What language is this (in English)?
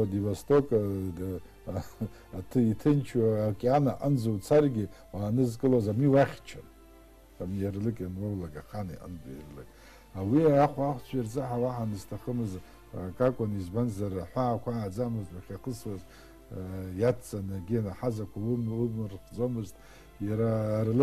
Abkhazian